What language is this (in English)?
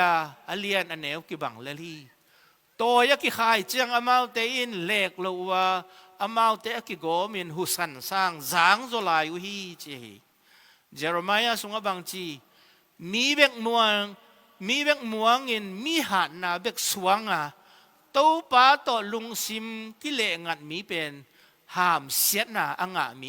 Tedim Chin